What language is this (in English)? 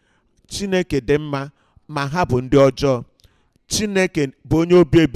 Igbo